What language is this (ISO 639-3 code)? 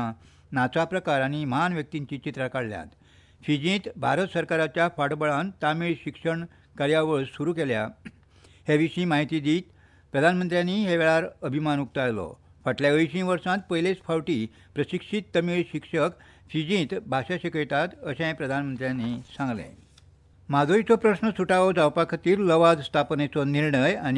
kok